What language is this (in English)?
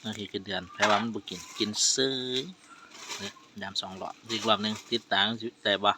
Northeastern Thai